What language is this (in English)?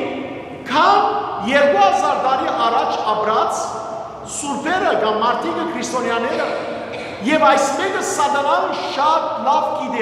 Western Armenian